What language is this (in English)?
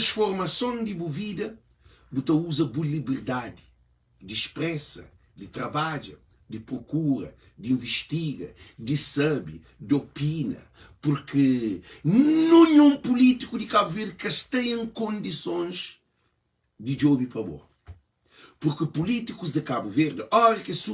Kabuverdianu